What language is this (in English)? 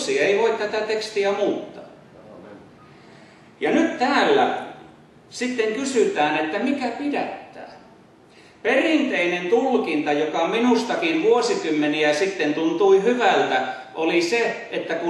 Finnish